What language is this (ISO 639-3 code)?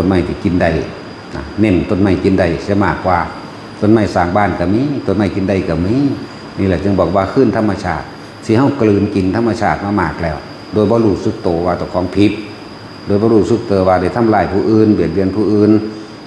tts